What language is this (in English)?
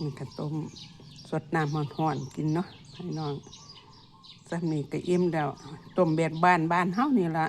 Lao